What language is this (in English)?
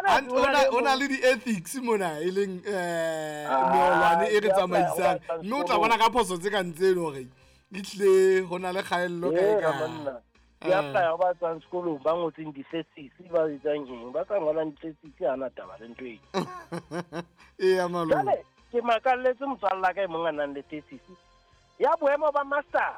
Southern Sotho